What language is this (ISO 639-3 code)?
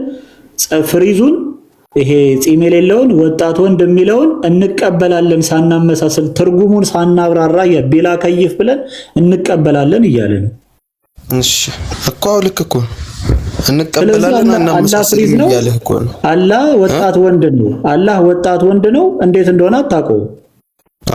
amh